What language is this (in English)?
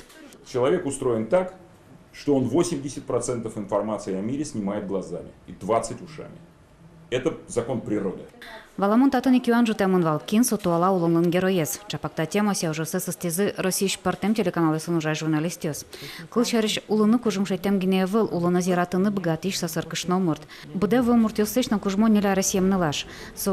Udmurt